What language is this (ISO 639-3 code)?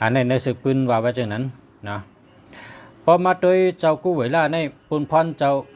shn